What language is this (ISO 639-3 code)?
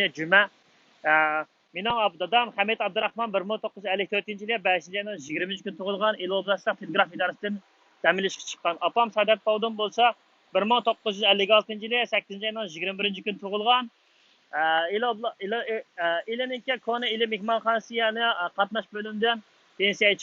uig